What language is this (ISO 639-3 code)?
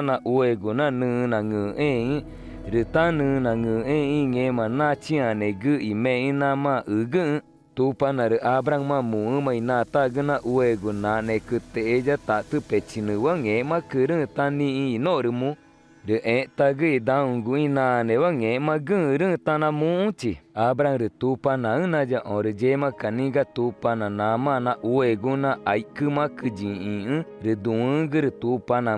tca